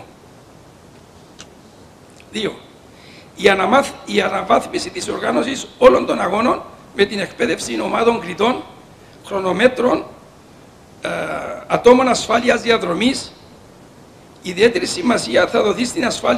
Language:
Greek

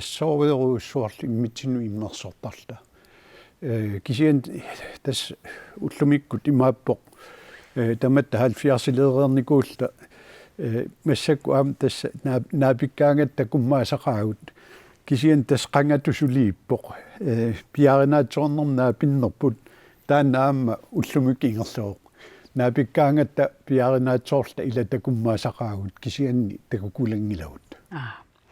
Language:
Kalaallisut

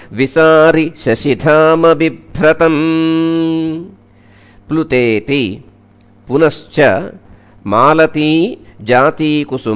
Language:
Sanskrit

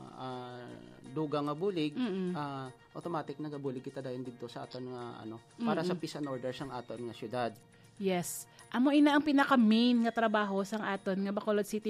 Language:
Hiligaynon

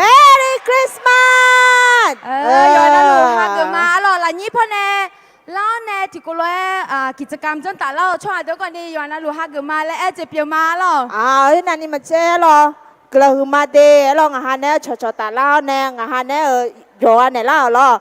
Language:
Akha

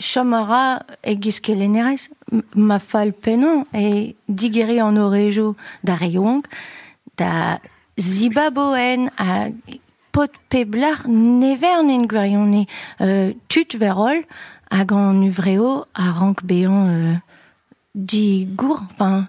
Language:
Breton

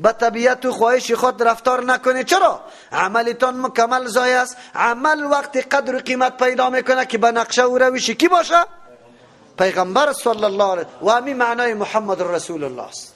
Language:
Persian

